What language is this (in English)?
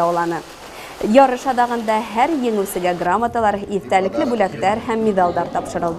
Bashkir